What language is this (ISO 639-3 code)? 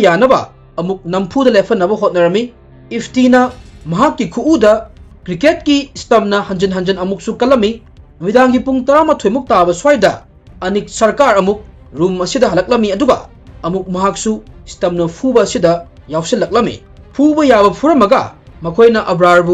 mni